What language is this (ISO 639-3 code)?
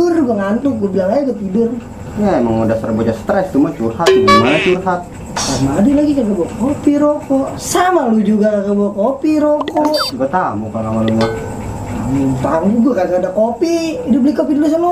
bew